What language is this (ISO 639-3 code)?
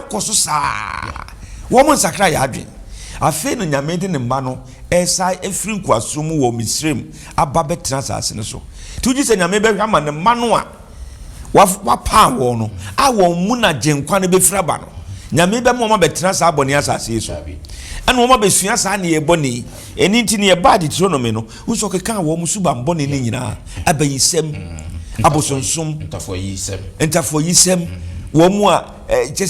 aka